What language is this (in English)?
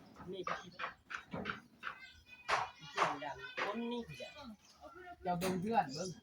Lao